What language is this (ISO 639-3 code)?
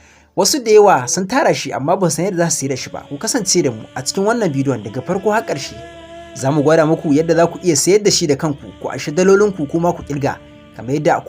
hau